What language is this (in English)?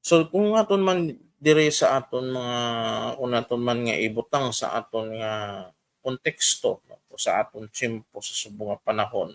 Hiligaynon